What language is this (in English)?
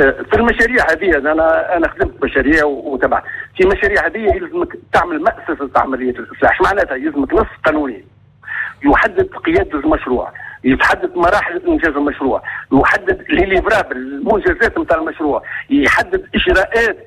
Tunisian Arabic